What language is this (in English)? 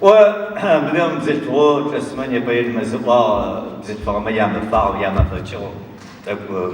Adyghe